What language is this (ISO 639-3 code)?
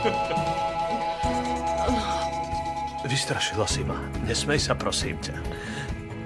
slk